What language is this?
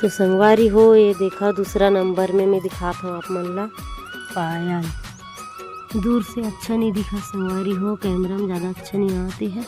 Chhattisgarhi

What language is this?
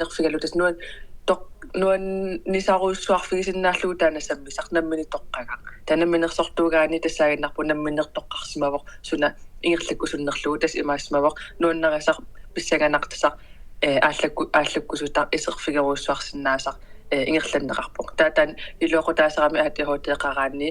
Kalaallisut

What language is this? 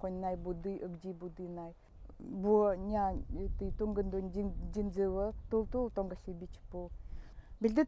Nanai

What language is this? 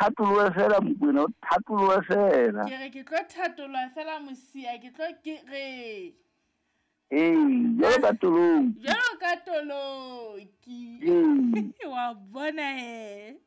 Southern Sotho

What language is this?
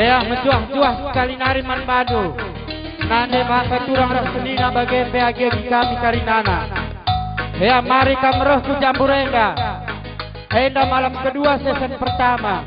Batak Karo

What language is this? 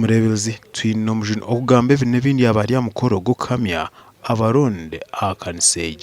Nyankole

